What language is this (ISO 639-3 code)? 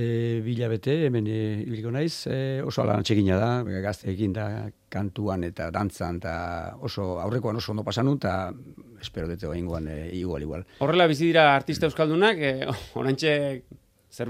eus